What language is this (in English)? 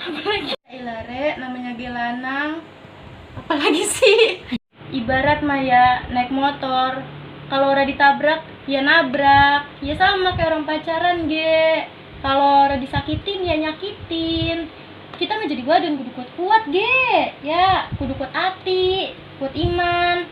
Betawi